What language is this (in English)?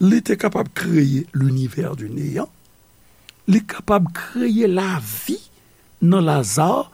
Haitian Creole